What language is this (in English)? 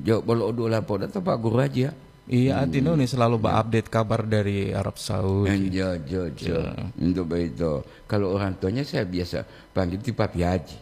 Gorontalo